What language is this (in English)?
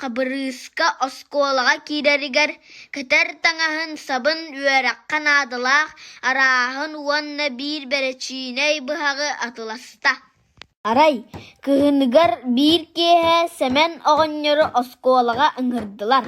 Yakut